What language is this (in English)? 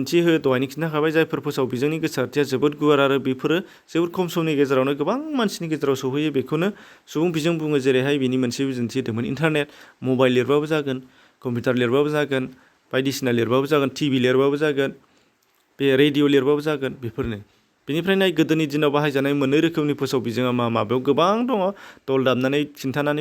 Bodo